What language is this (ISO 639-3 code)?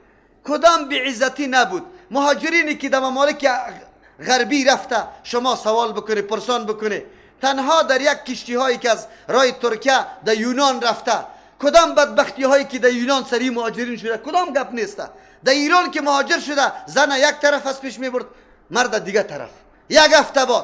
fas